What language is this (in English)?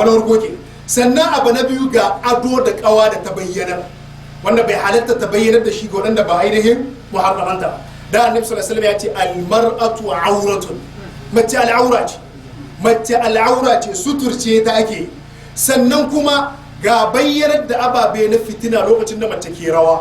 Hausa